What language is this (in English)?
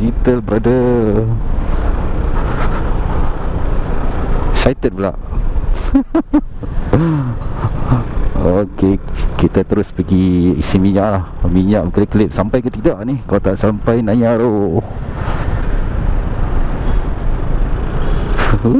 Malay